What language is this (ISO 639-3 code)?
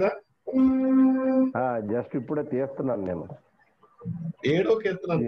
tel